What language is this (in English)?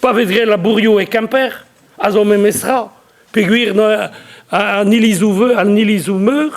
Breton